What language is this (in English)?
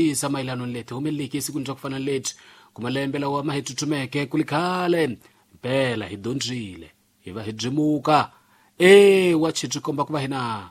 Tsonga